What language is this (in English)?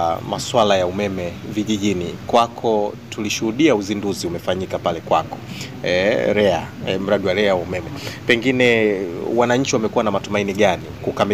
Swahili